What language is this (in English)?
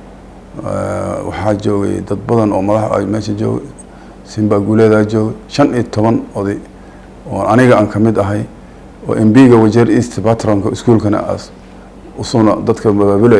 Somali